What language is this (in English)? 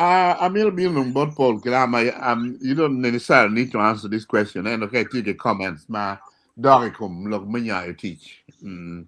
Acoli